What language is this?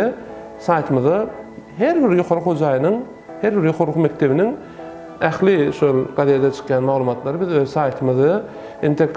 Turkmen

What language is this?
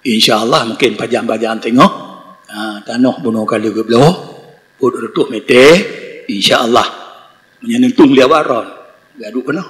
Achinese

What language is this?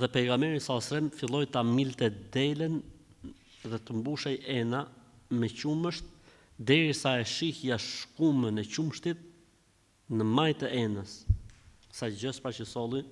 Albanian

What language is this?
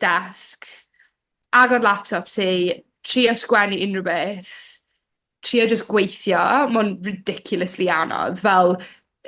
Welsh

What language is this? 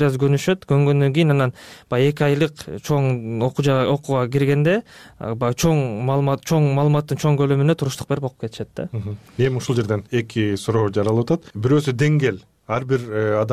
Kyrgyz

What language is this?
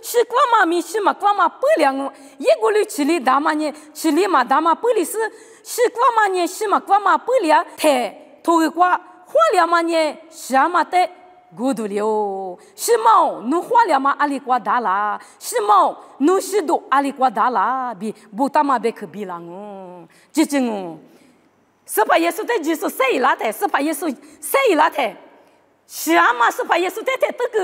Lisu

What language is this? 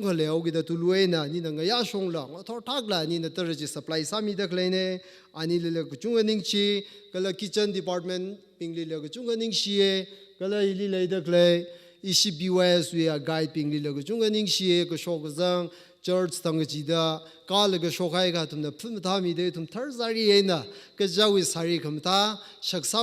Tangkhul Naga (India)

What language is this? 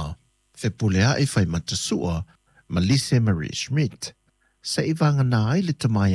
Samoan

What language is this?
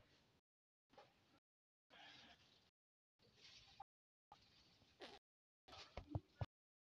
Bulgarian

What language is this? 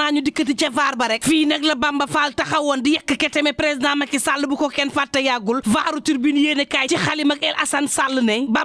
Wolof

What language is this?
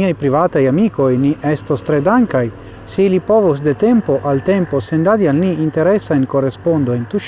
Esperanto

